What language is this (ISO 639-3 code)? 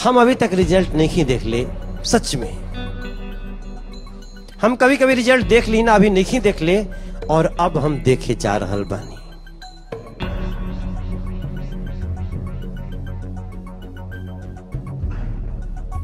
bho